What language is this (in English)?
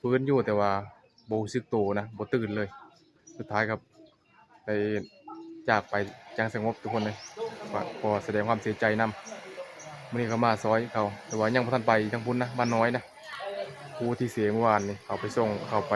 Northeastern Thai